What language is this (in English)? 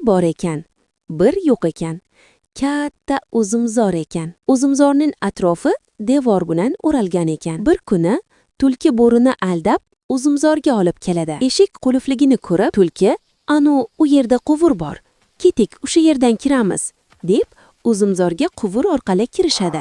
Uzbek